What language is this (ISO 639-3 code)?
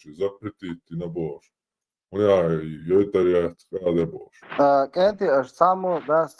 che